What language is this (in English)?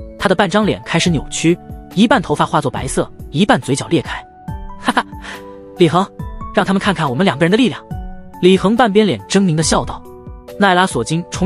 Chinese